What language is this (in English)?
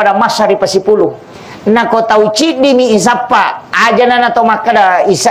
Buginese